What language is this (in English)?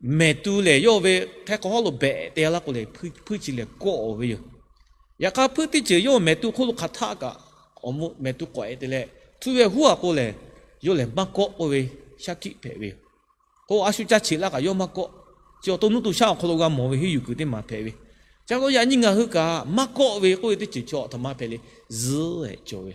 Lahu